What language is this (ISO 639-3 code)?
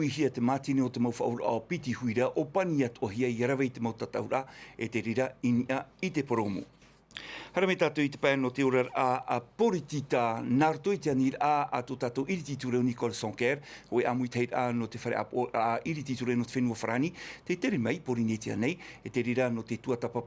tah